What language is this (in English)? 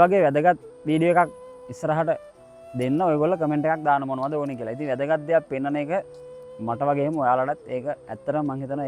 Sinhala